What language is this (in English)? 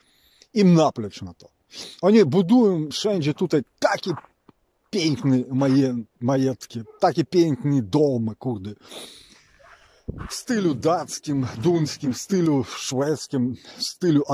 Polish